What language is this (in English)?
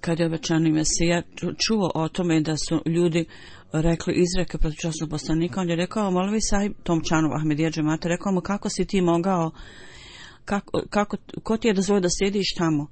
Bosnian